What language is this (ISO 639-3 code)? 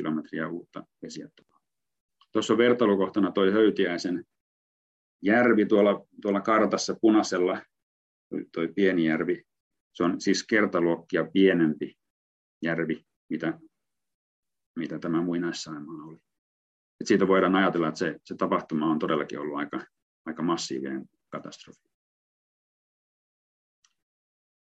fin